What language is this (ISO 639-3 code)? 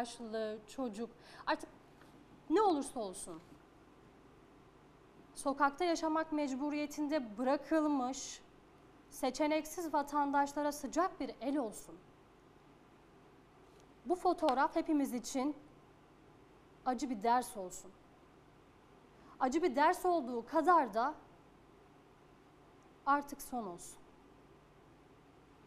tur